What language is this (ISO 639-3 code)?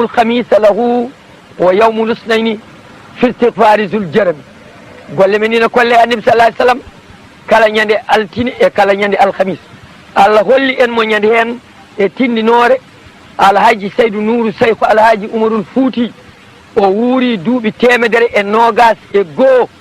ful